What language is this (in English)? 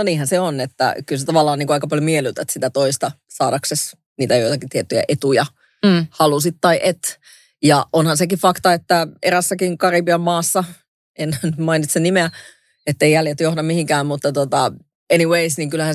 Finnish